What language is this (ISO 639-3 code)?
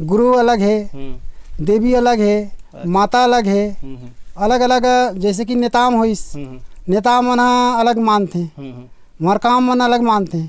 hne